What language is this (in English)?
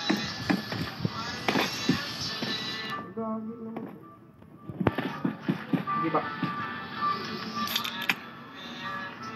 Filipino